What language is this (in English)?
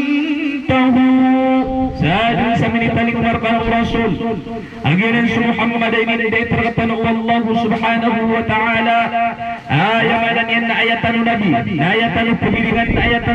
Maranao